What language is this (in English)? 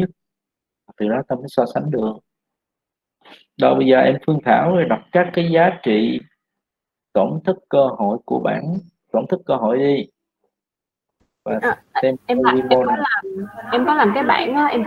Vietnamese